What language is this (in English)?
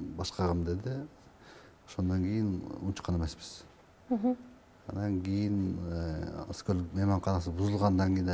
Kyrgyz